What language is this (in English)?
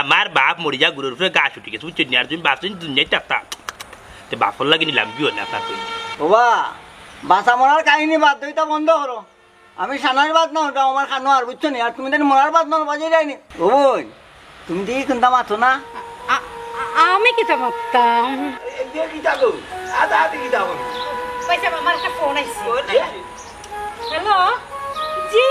Sylheti